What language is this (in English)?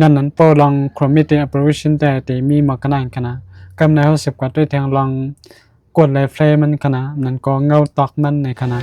Shan